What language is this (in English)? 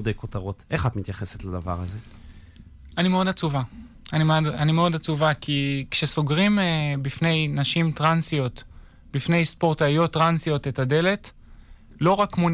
Hebrew